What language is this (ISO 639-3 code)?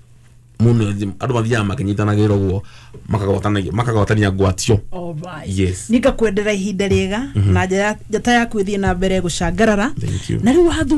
kik